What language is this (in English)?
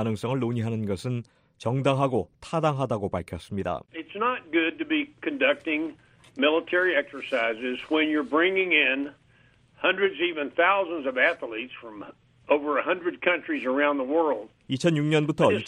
Korean